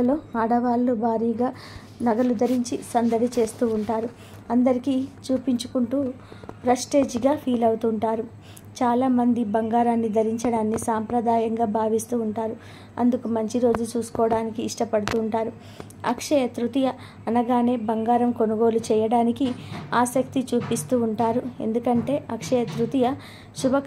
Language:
Telugu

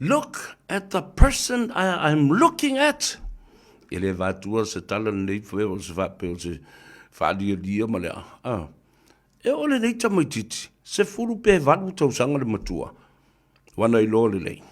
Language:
Samoan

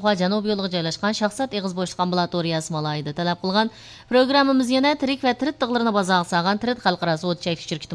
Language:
Uyghur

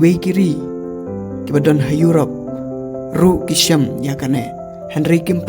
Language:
Khasi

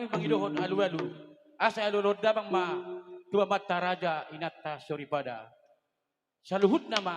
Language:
Batak Toba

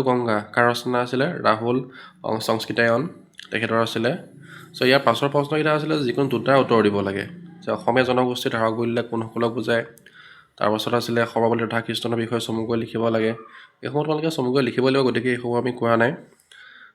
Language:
Assamese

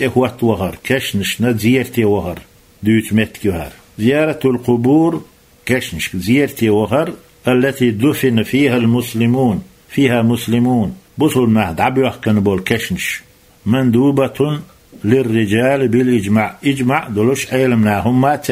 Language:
Chechen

